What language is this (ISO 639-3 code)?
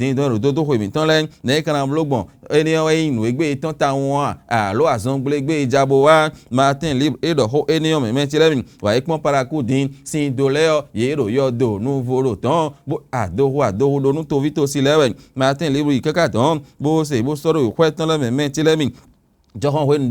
fon